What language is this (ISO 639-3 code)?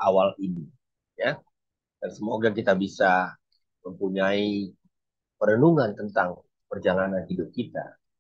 ind